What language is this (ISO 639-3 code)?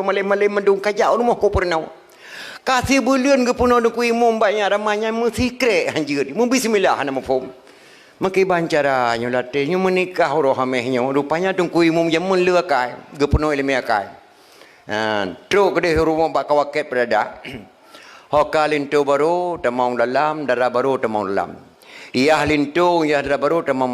ace